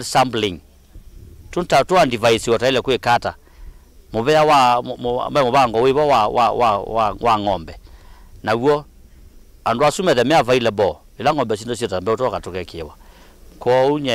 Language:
Kamba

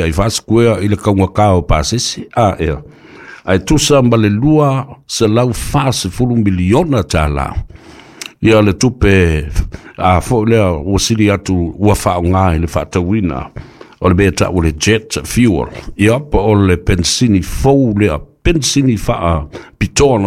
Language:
Samoan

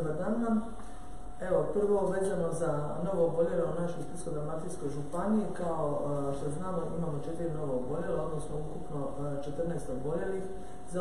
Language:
Croatian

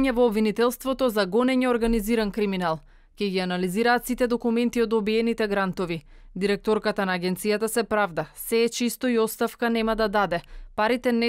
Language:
Macedonian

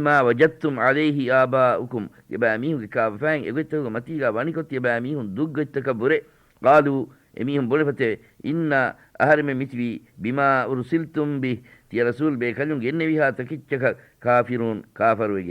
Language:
Divehi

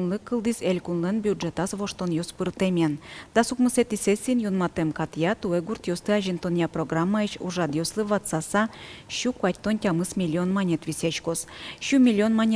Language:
Udmurt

